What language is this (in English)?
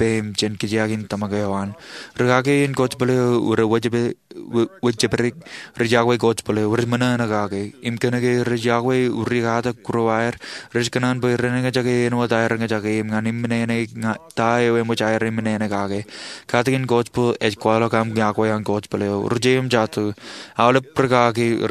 Marshallese